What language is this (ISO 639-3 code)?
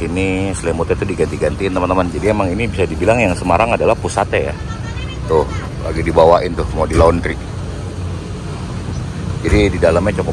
ind